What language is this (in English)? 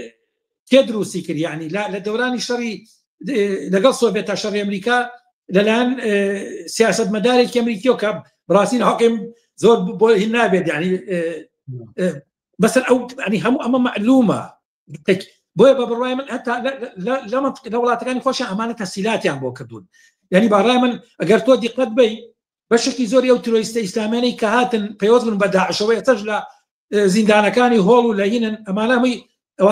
Central Kurdish